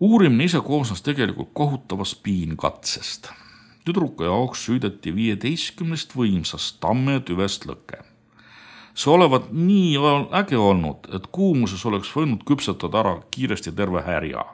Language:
Estonian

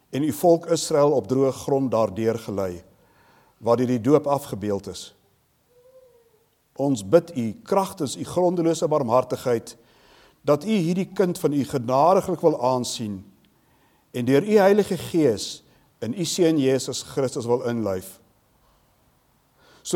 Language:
Afrikaans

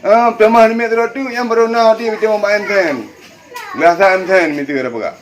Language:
Achinese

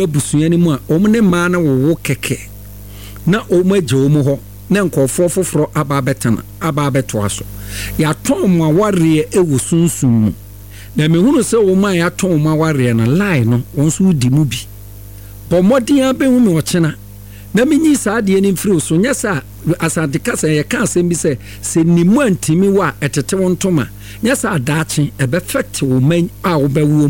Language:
Akan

